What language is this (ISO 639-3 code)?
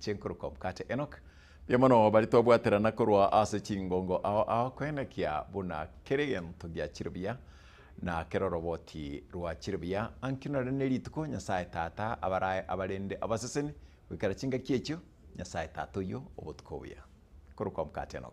guz